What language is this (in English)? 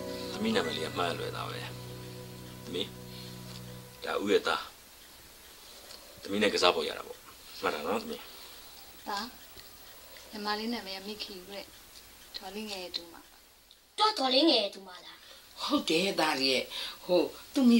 Burmese